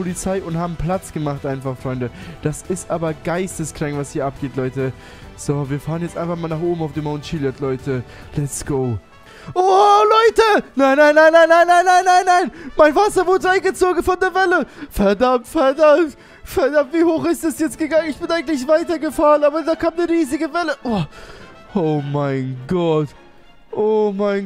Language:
German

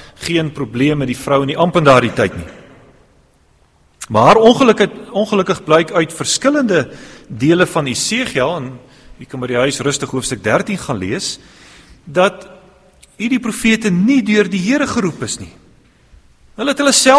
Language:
Afrikaans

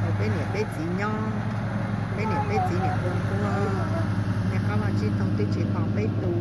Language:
Hmong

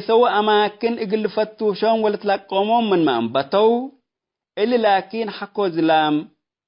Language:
Tigre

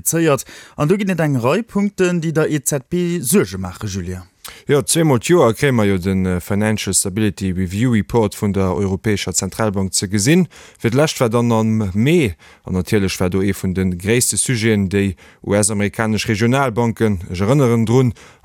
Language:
Luxembourgish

